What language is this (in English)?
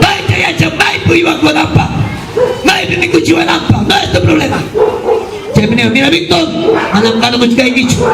Ayacucho Quechua